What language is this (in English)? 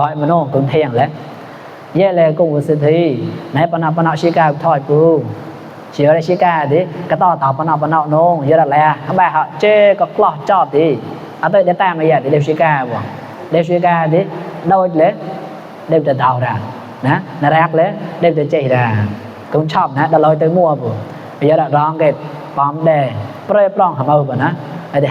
Mon